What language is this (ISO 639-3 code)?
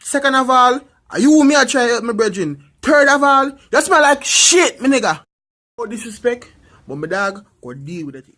jam